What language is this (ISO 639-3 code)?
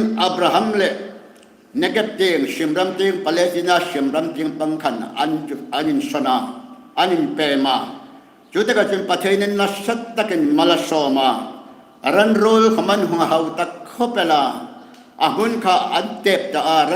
hmr